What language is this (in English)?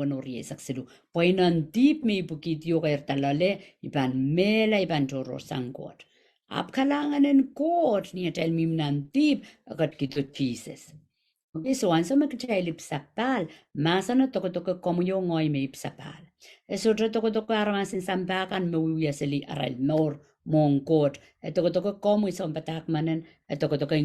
Pohnpeian